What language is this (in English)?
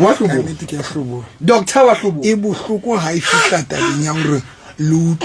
Southern Sotho